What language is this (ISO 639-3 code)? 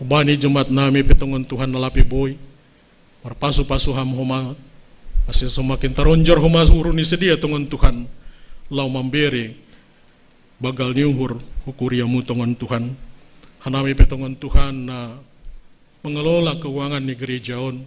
bts